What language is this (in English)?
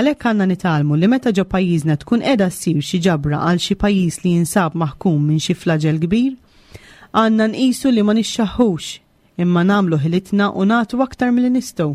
Maltese